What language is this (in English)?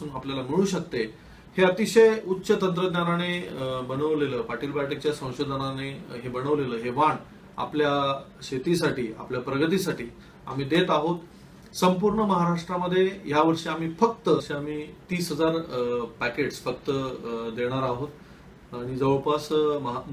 Marathi